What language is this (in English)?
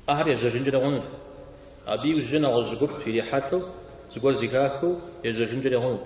Kabardian